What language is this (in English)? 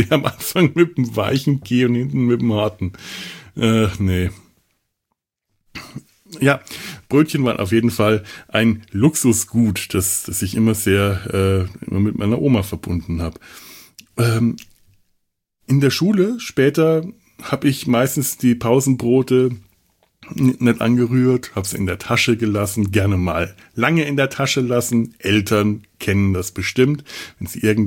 German